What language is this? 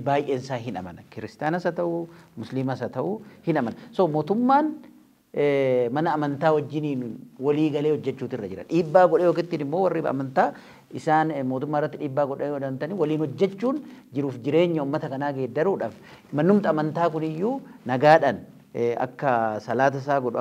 Oromo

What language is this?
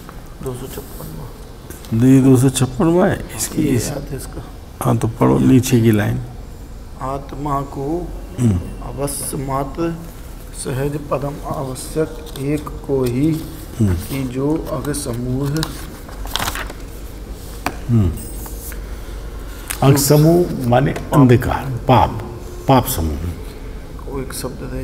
Hindi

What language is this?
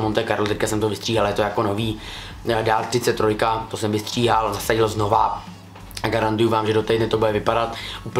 Czech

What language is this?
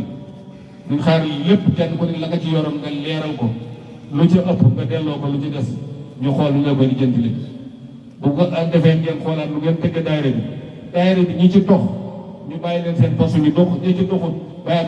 Wolof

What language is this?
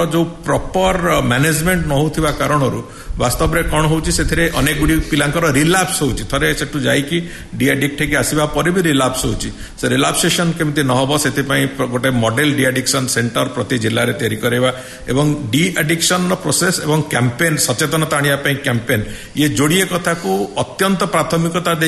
Odia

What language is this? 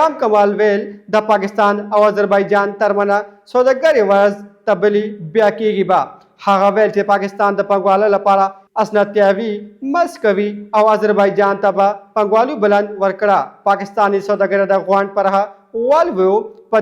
Pashto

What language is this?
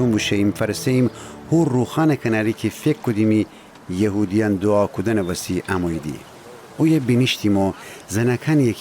Gilaki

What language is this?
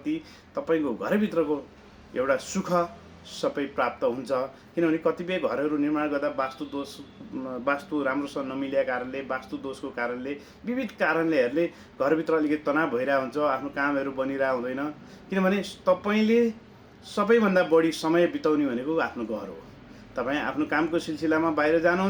Nepali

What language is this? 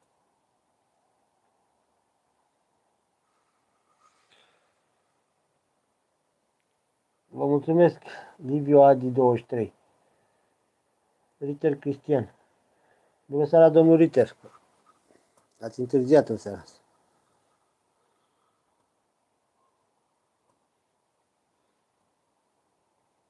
Romanian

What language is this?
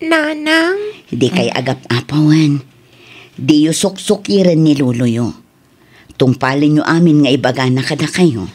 Iloko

